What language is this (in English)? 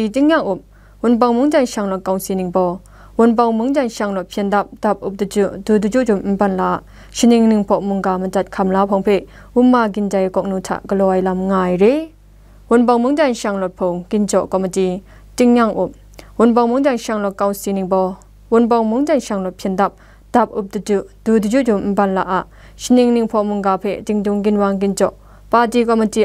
Kachin